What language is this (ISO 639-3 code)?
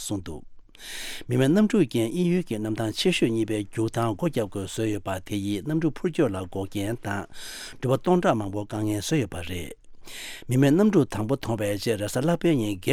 bod